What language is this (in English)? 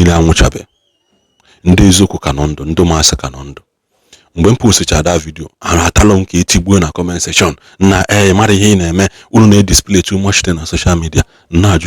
Igbo